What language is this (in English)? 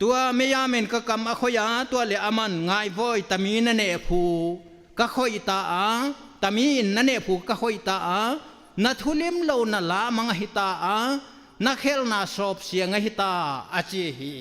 Tedim Chin